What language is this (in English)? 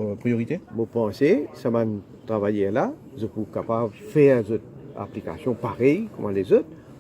Morisyen